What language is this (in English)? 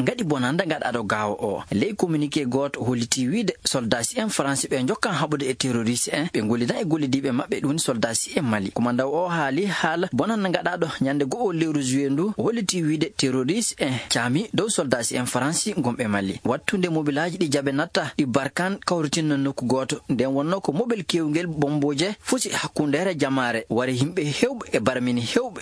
Nigerian Fulfulde